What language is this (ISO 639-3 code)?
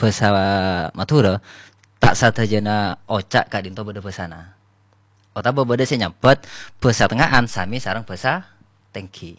mad